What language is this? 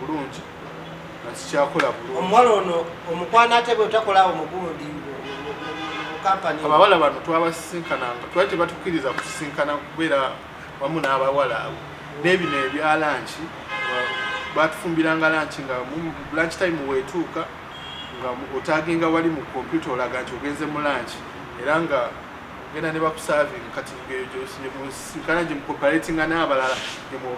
Ganda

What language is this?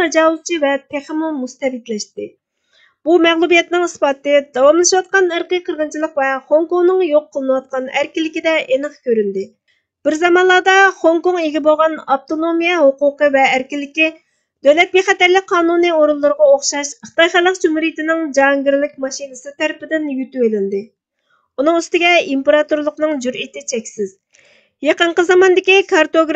Uyghur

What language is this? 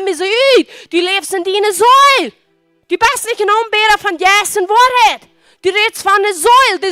Plautdietsch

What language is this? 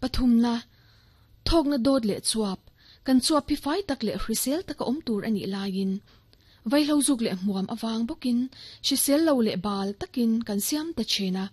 Mizo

